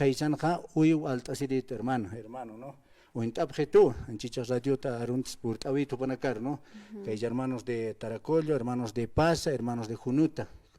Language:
Aymara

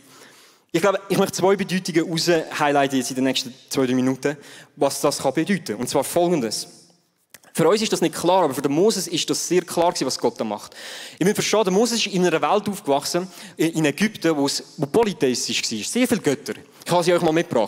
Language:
Swiss German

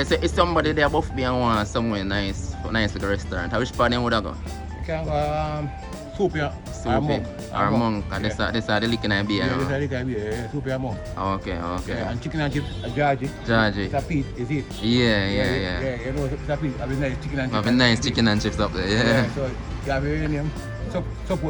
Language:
Jamaican Creole English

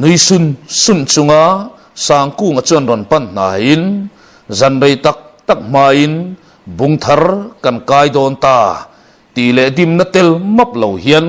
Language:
Mizo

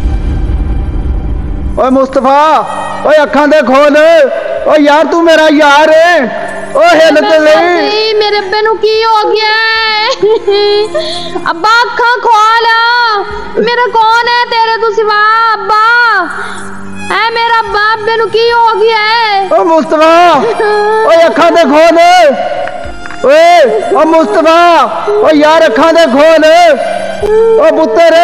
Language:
Punjabi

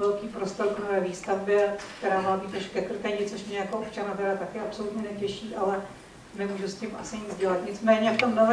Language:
Czech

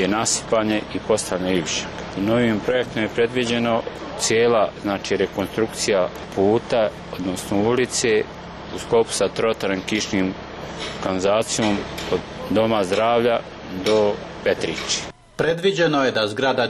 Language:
Bosnian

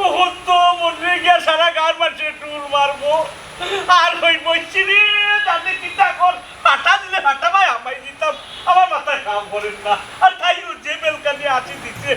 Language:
Sylheti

